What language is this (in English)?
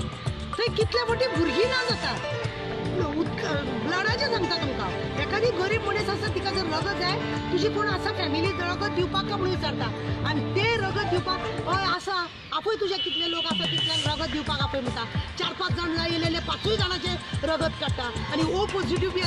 Konkani